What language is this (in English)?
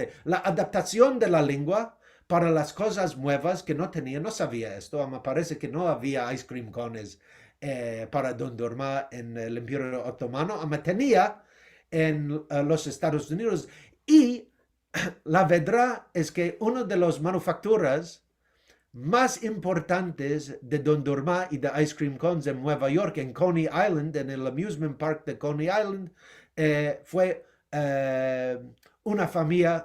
Ladino